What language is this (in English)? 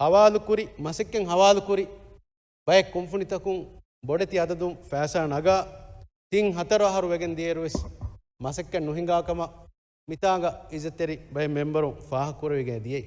Divehi